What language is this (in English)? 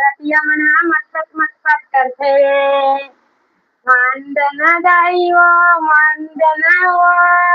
Chhattisgarhi